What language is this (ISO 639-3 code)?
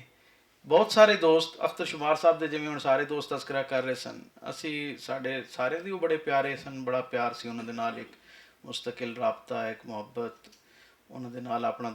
lah